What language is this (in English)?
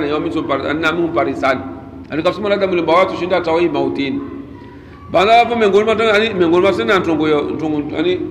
Swahili